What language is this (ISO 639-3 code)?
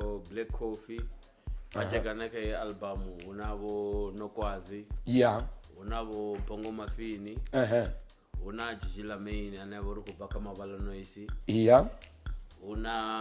ven